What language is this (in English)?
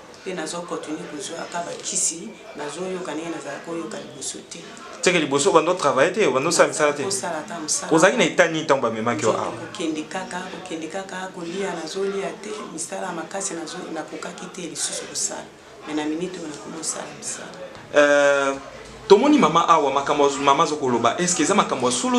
Lingala